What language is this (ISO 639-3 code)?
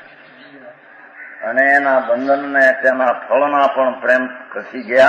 guj